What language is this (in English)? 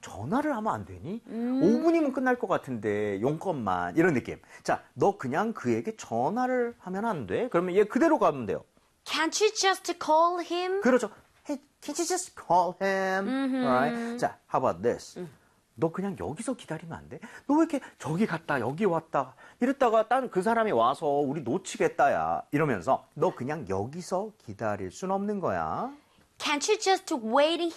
Korean